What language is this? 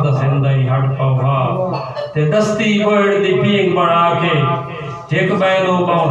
Saraiki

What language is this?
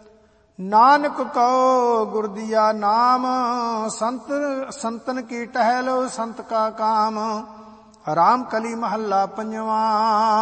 Punjabi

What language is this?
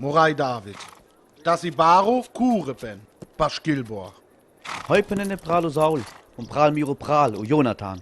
Sinte Romani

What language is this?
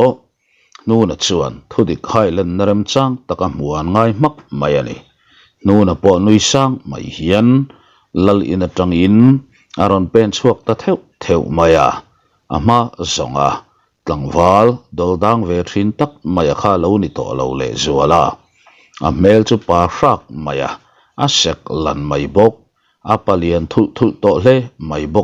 Mizo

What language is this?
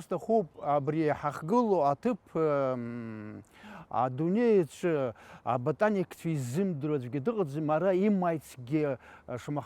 Abkhazian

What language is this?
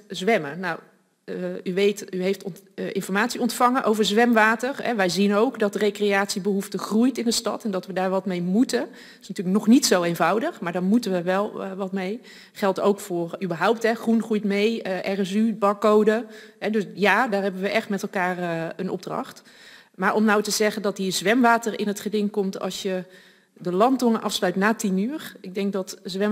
Dutch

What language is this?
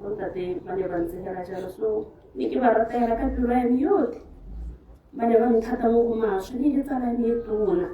Tswana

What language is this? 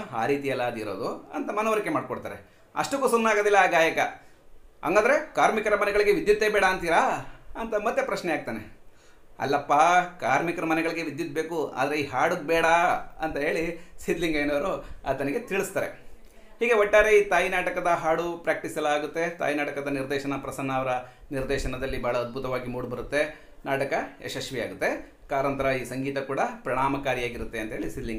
Kannada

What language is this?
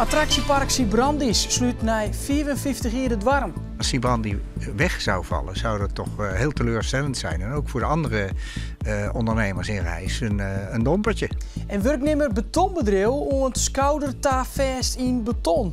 Western Frisian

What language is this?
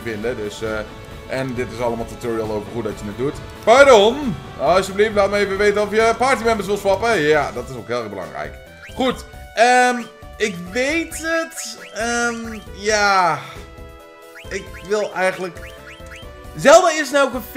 Dutch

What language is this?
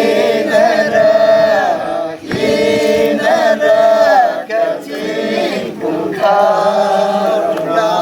Tangkhul Naga (India)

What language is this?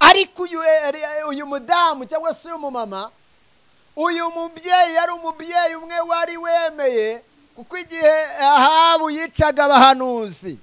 Kinyarwanda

